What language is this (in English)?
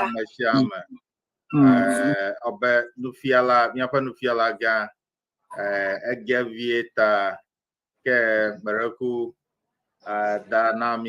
Ewe